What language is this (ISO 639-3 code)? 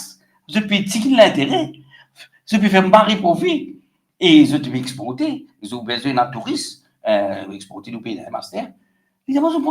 mfe